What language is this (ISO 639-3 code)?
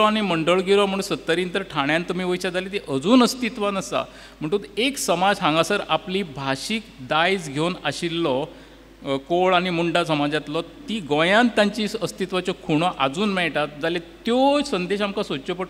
kok